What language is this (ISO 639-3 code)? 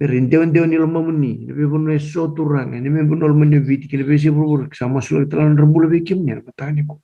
fij